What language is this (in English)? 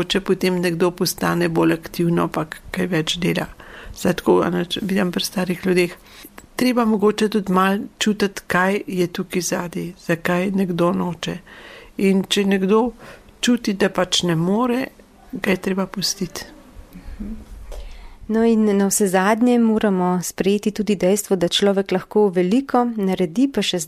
Slovenian